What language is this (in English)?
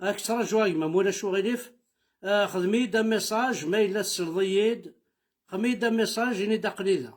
Kabyle